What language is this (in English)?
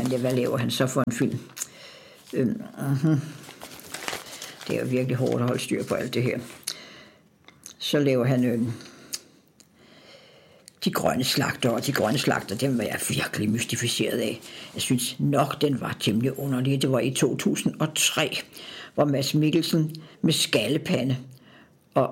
Danish